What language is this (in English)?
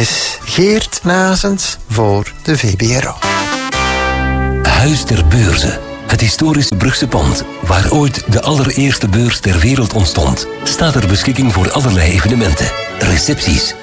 Dutch